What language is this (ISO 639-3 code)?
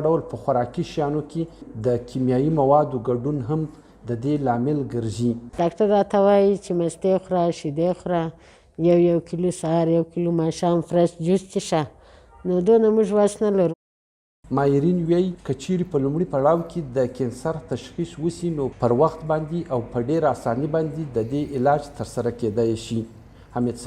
pus